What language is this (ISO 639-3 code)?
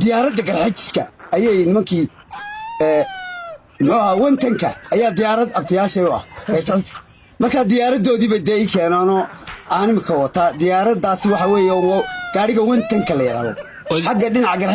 som